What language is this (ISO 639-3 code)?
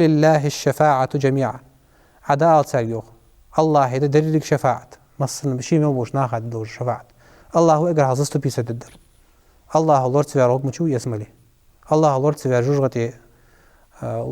inh